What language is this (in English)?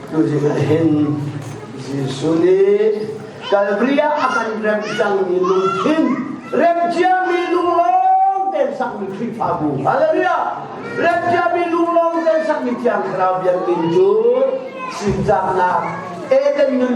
Hakha Chin